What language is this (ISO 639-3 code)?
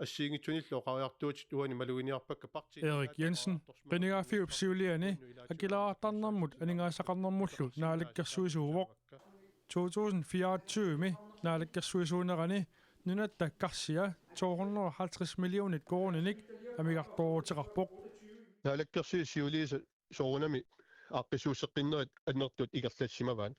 kal